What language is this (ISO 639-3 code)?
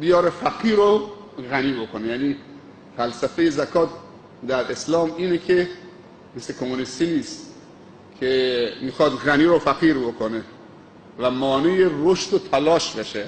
fas